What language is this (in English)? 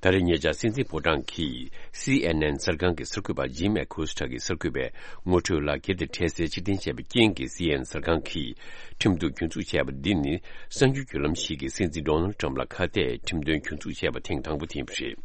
Tibetan